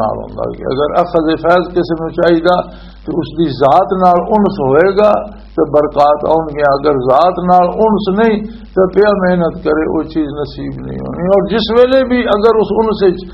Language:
Western Panjabi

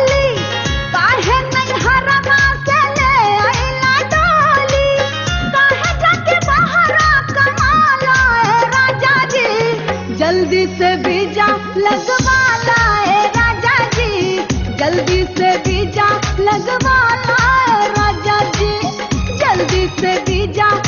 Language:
Bhojpuri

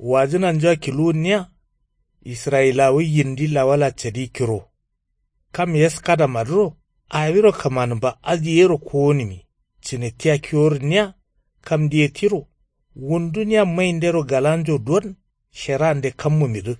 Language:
Kanuri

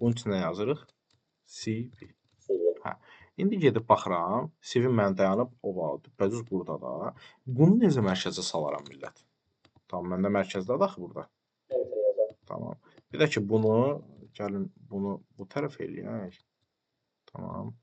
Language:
Azerbaijani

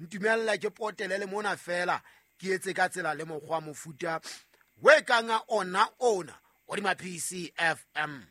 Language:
Southern Sotho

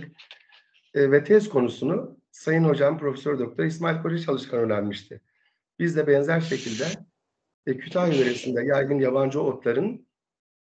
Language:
Turkish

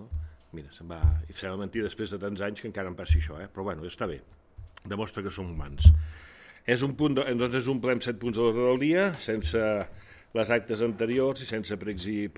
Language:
Catalan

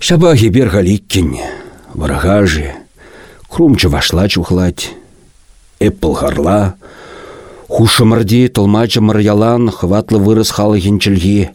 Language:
Chuvash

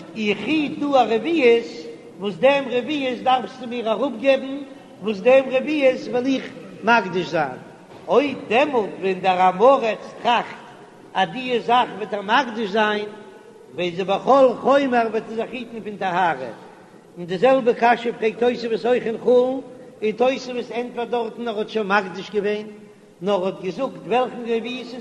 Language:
Yiddish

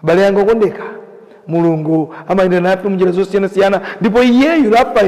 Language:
Nyanja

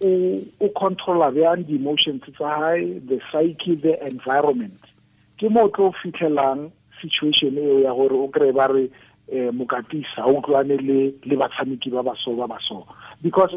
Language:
Tswana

